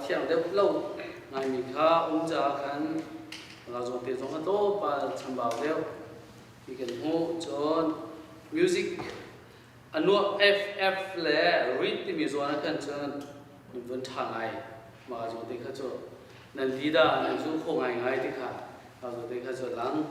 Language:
Hakha Chin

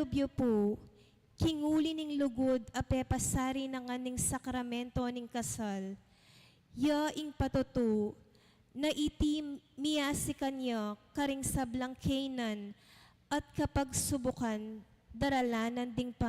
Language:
Pampanga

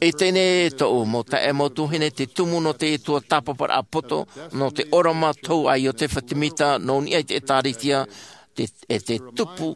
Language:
Tahitian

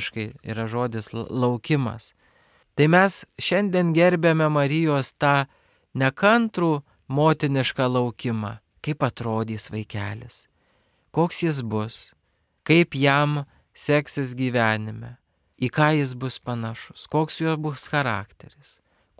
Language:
Lithuanian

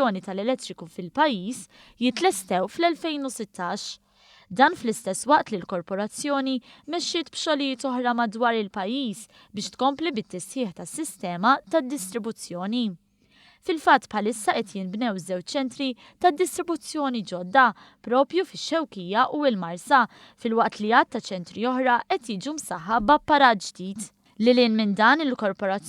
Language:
Maltese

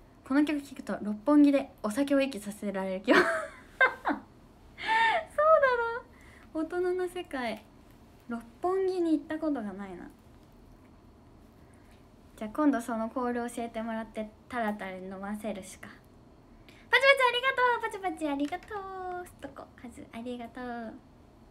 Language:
Japanese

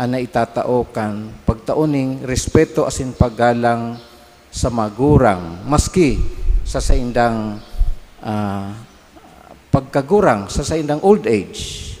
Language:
Bikol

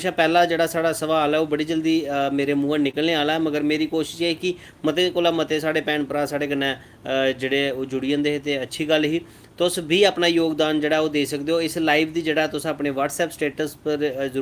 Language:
Dogri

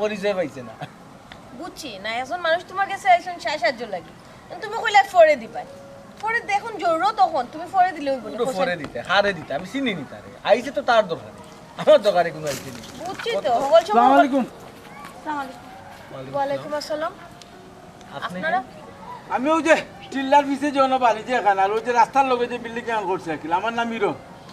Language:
Sylheti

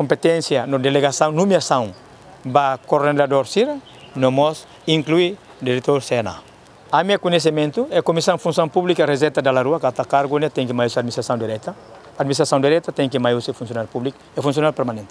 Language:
Tetum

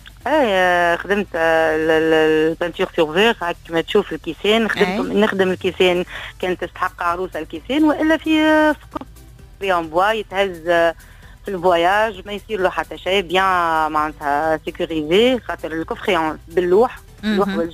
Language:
Tunisian Arabic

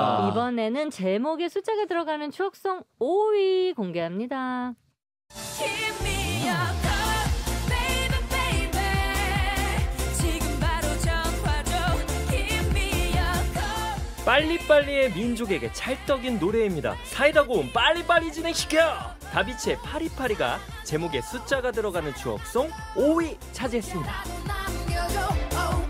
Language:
Korean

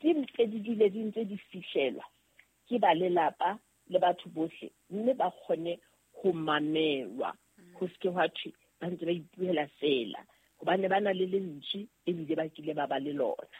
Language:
Southern Sotho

